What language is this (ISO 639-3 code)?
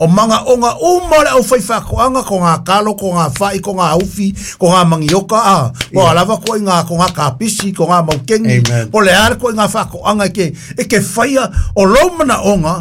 smo